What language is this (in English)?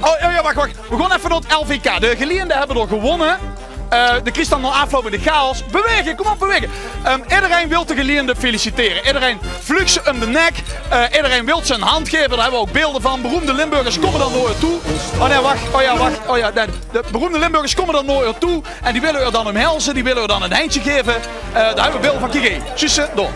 Limburgish